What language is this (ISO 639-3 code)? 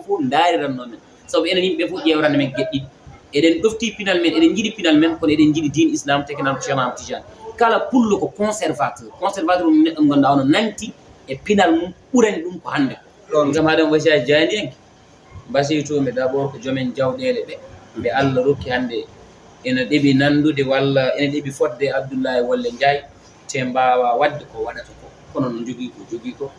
ful